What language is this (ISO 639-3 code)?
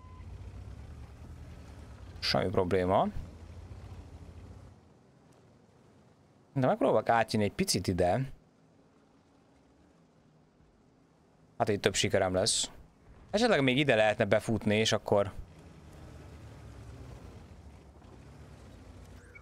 hun